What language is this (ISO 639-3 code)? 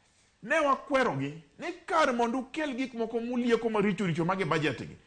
luo